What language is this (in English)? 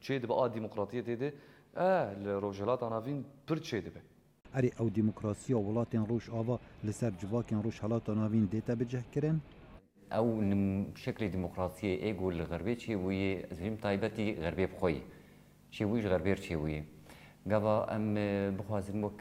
Kurdish